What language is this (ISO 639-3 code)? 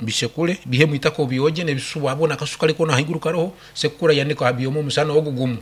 nyn